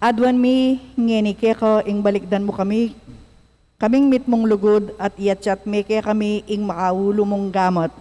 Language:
Pampanga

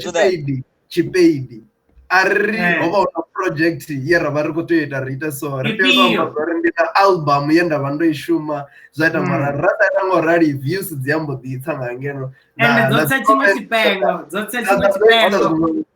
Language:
Venda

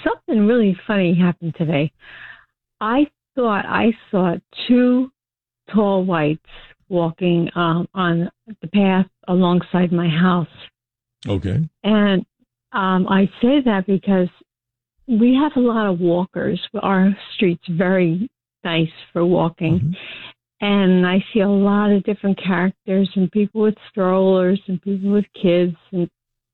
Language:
English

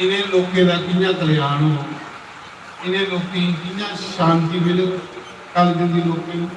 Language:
Dogri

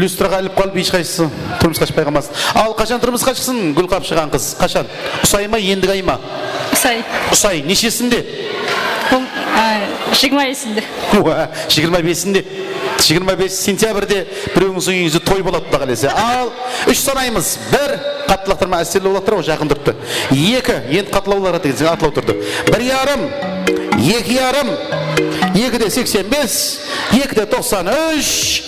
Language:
Kara-Kalpak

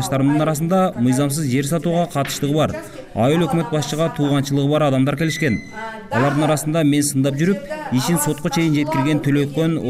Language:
Kyrgyz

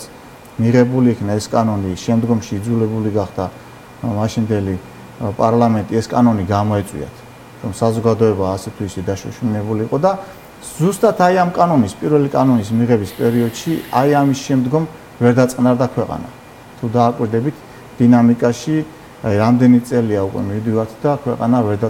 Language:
Georgian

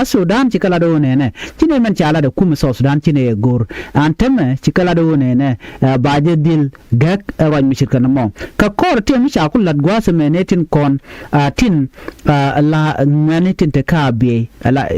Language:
Nuer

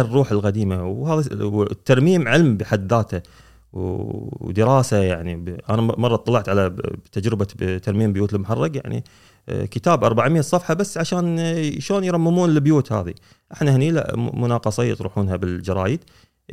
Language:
Gulf Arabic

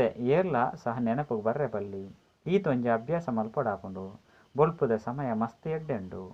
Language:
Tulu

